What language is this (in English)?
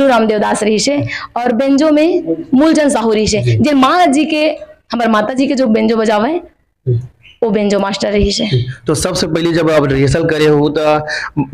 Chhattisgarhi